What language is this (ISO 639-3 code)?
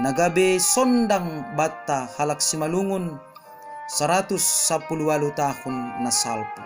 bts